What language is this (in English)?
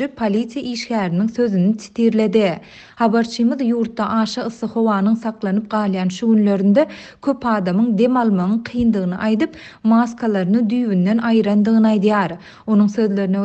Turkmen